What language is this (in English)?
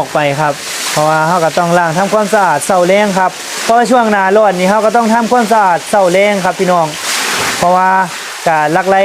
Northeastern Thai